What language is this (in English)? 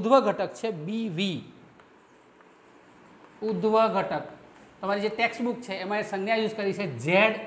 Gujarati